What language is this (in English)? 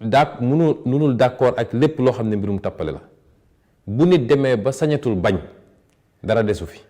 Wolof